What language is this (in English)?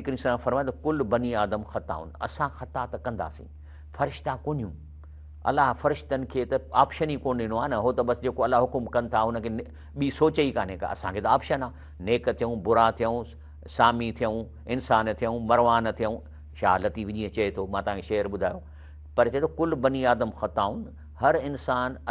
Sindhi